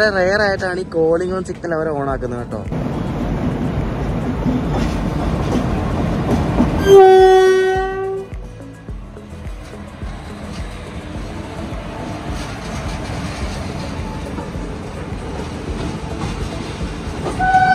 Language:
Malayalam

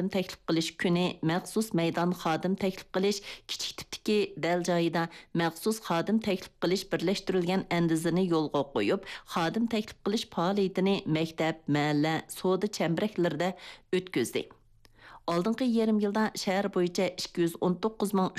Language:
Uyghur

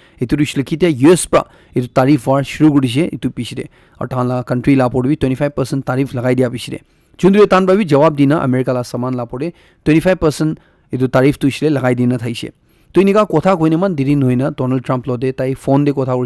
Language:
Naga Pidgin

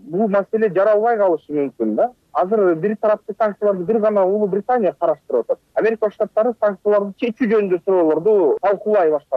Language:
Kyrgyz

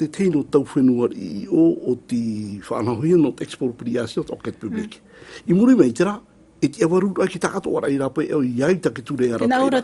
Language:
Tahitian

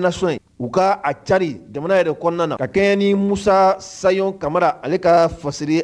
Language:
Mandingo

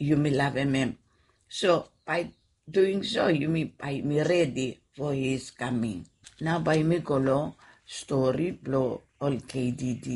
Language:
Bislama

